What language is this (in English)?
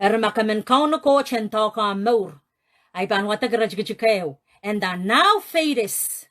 Pohnpeian